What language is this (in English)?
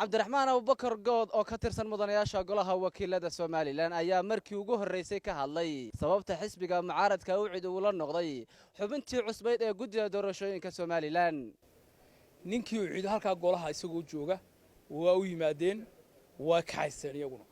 Somali